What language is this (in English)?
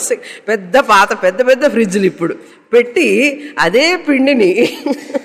Telugu